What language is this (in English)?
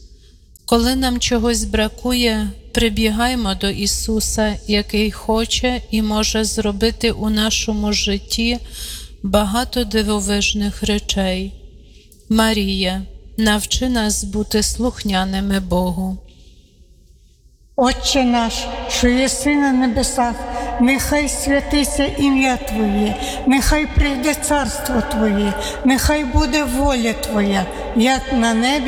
Ukrainian